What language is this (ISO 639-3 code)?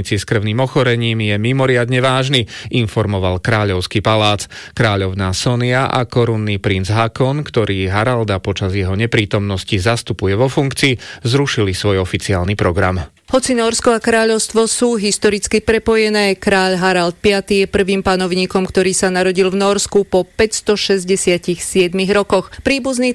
slk